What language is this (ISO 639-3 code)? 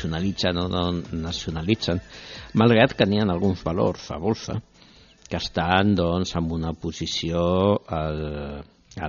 cat